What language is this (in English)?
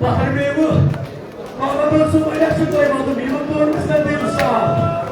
Kashmiri